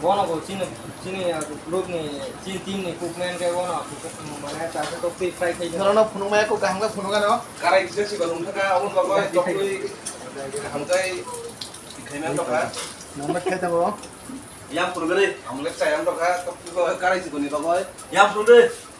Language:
Kok Borok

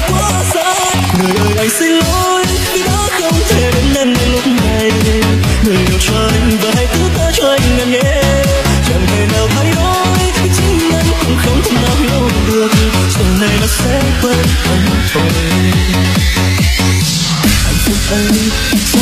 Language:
Vietnamese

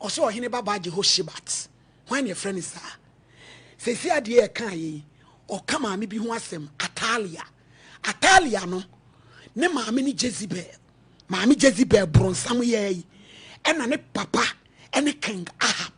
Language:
Akan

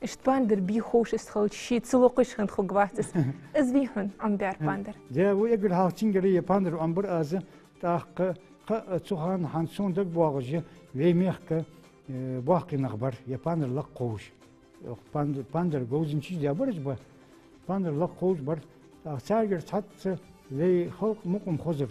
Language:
Ingush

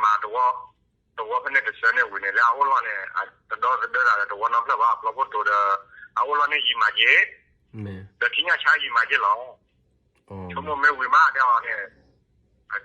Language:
S'gaw Karen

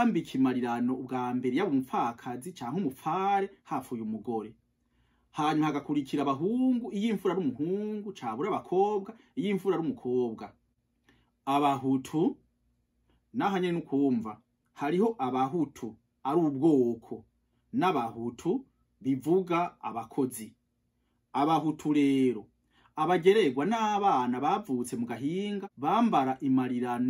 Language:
Rundi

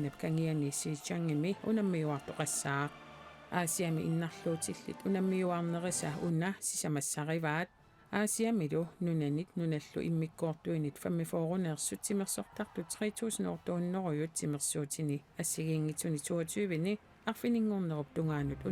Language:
Kalaallisut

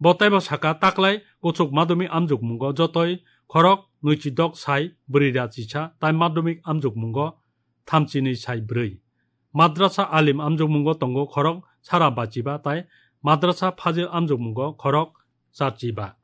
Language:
Kok Borok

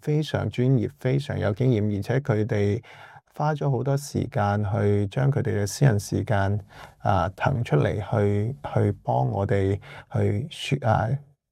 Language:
Cantonese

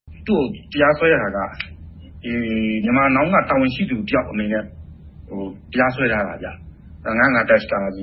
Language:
Burmese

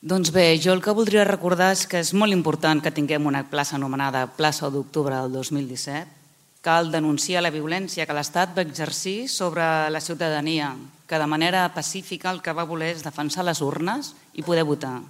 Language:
Catalan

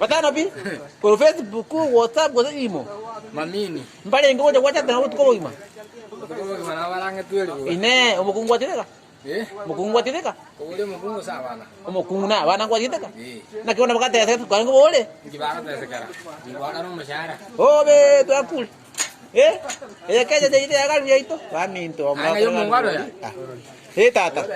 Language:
Gusii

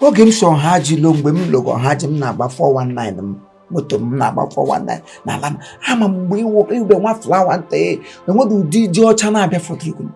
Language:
Igbo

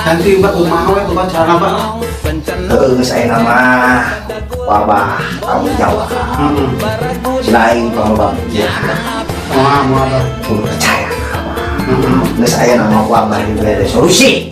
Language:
Sundanese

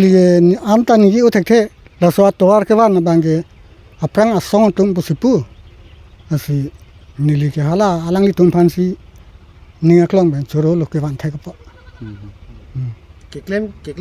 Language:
Karbi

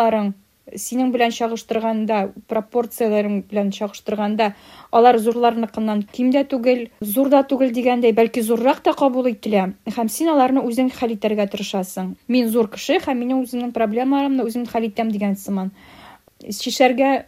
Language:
Tatar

